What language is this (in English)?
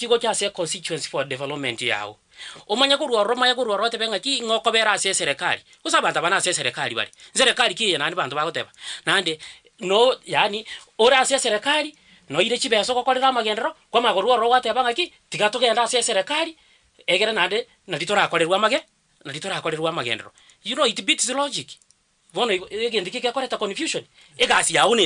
Gusii